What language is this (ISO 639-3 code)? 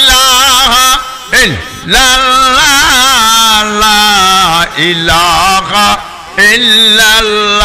syl